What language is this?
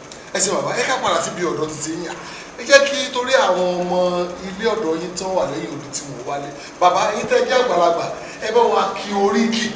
Yoruba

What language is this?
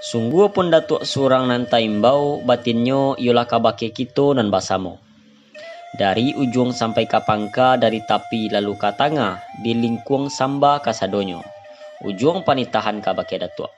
Minangkabau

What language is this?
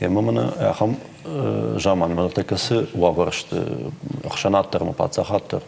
Ossetic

